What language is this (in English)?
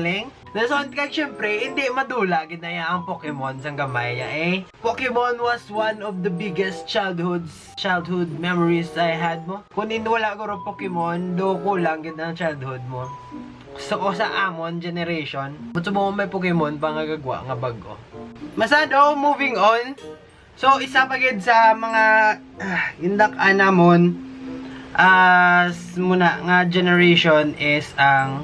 Hiligaynon